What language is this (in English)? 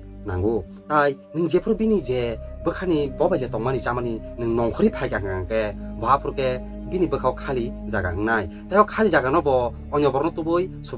Kok Borok